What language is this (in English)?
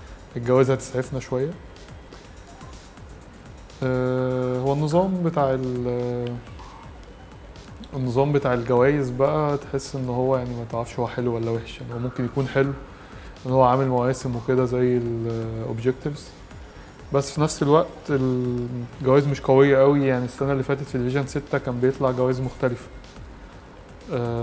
Egyptian Arabic